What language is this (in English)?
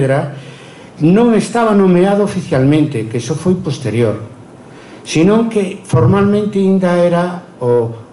Galician